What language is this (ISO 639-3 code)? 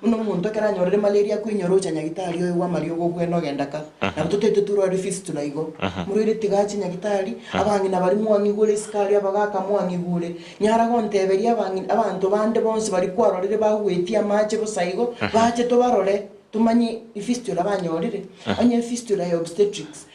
guz